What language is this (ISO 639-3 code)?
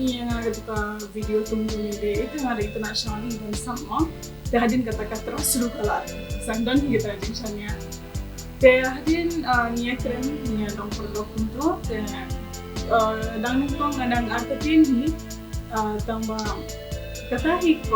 kha